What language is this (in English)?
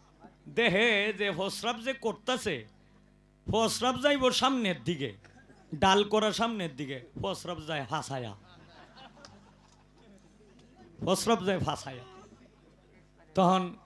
Bangla